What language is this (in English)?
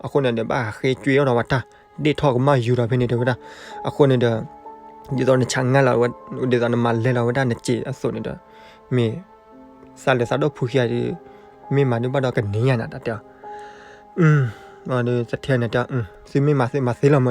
S'gaw Karen